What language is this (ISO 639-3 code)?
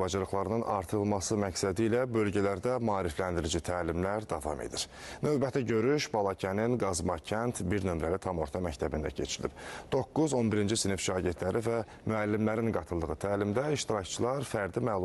aze